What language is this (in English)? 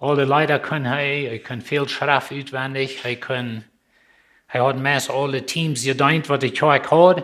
Plautdietsch